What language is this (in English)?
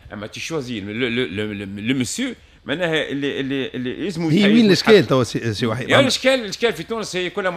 Tunisian Arabic